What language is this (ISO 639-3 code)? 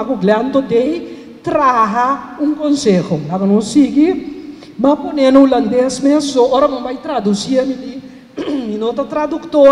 pap